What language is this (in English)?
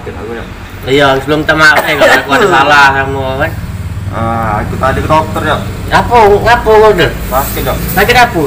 Musi